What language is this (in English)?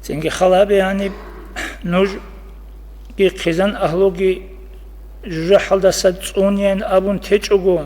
Avaric